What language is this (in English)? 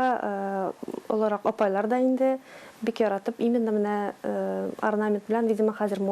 Tatar